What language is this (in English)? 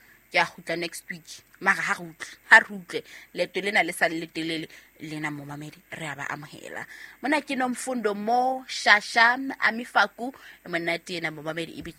Southern Sotho